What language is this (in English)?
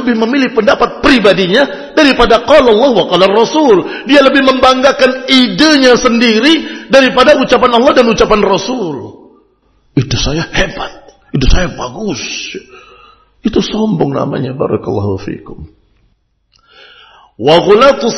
Indonesian